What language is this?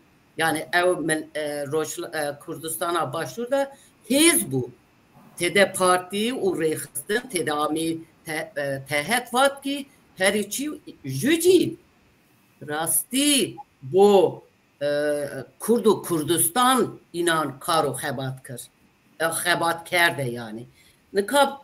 Zaza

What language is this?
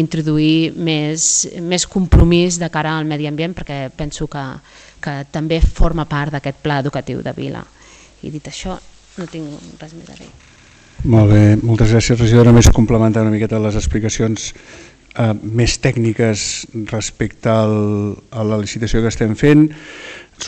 Catalan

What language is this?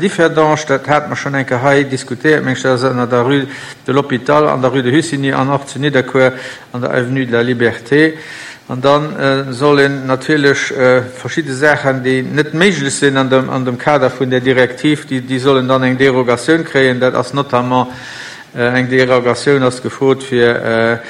Luxembourgish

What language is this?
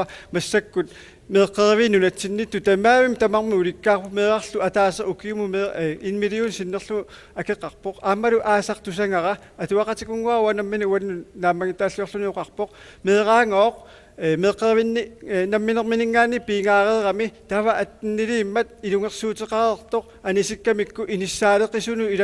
Kalaallisut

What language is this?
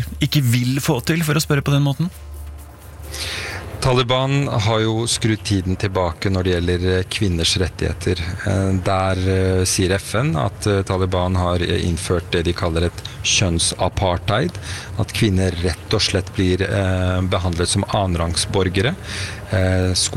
Norwegian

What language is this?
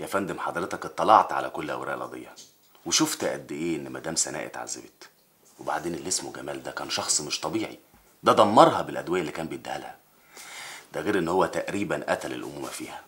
Egyptian Arabic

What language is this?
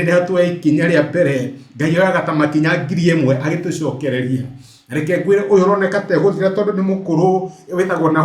Kikuyu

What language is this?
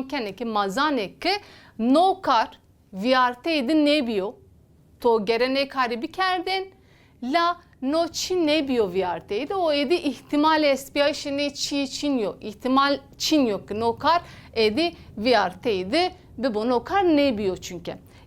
Zaza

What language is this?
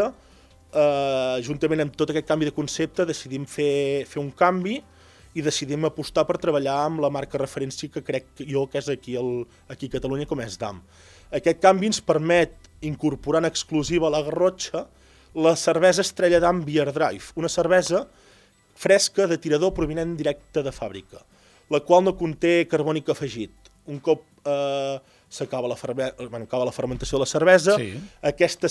Catalan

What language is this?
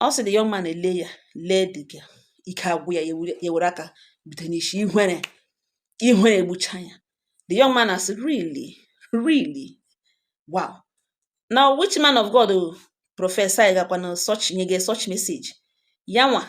Igbo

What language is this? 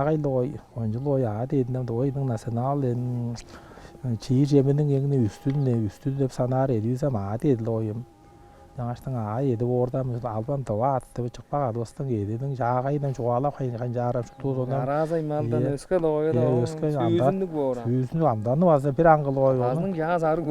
Tuvinian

